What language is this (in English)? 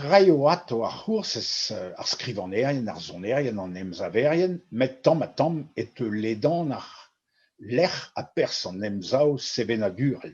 Breton